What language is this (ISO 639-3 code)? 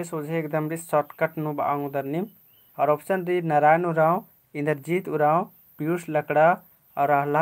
kru